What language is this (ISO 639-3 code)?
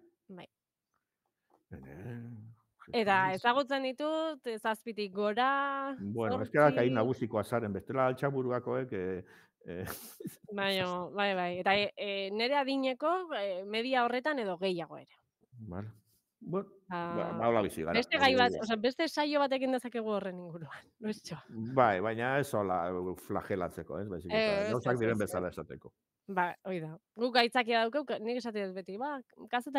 eus